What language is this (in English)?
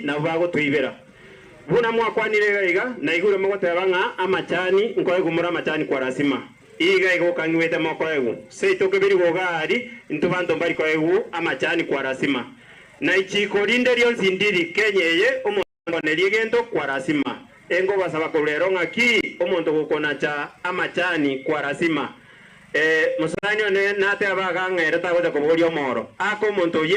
Gusii